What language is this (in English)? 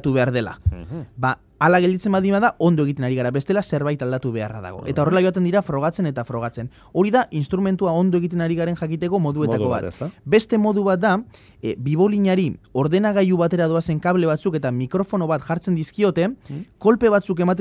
Basque